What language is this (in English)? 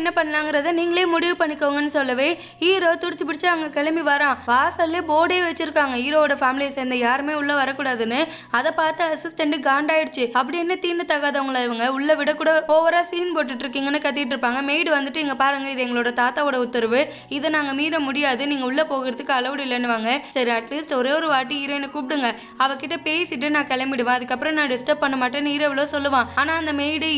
Tamil